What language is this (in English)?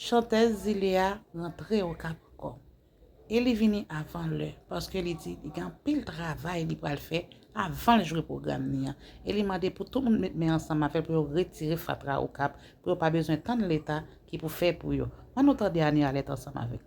Haitian Creole